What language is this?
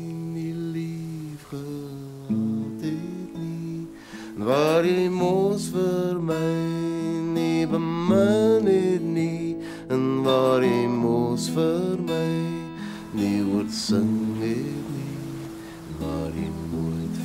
Afrikaans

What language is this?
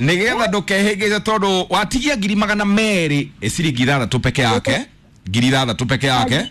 Kikuyu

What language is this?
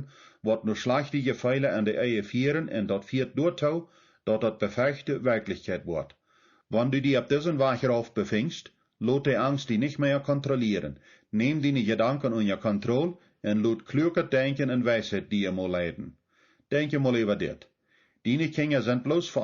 Plautdietsch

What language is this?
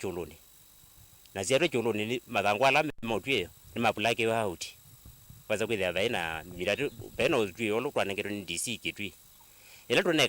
Kamba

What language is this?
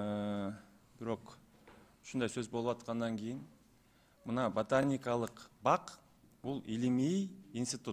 Kyrgyz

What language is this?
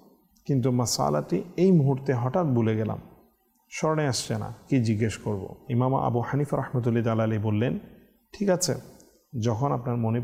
Bangla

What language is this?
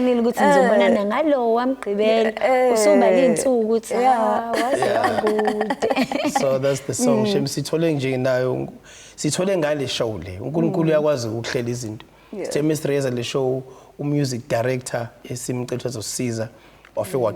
Zulu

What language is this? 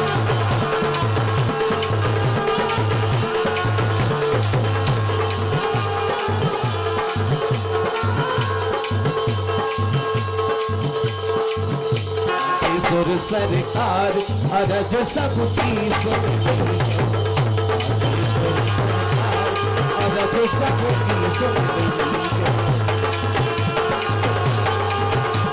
Hindi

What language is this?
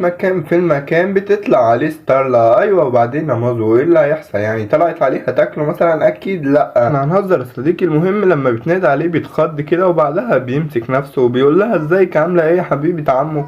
Egyptian Arabic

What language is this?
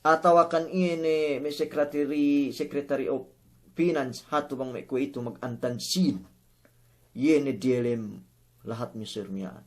Yakan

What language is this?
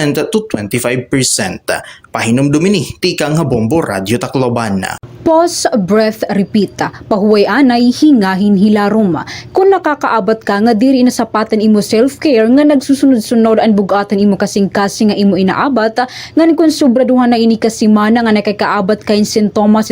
Waray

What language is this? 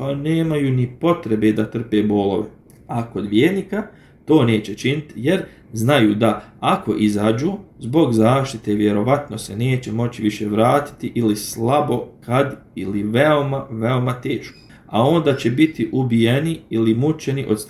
Bosnian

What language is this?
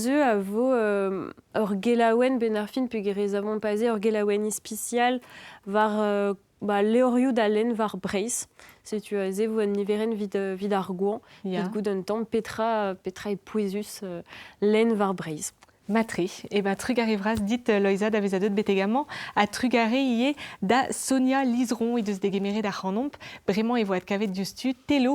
Breton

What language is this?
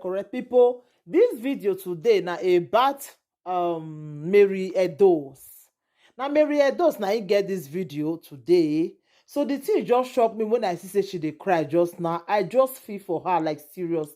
Nigerian Pidgin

